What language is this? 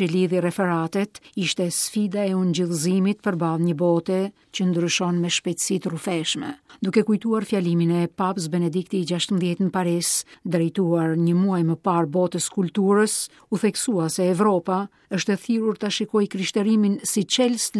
Albanian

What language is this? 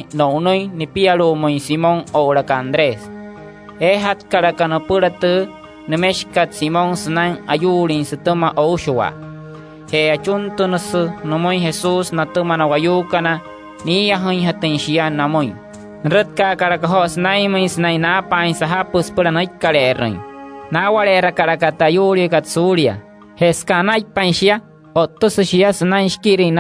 Wayuu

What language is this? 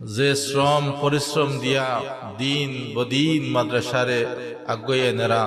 Sylheti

